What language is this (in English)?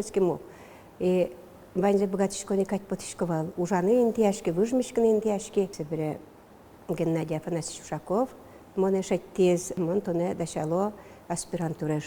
Udmurt